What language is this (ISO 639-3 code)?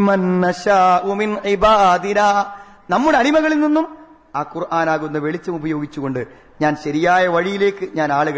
mal